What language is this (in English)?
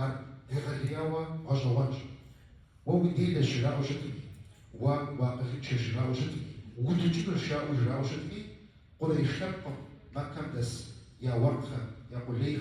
Kabardian